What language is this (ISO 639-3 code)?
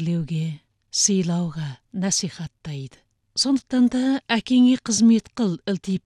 kaz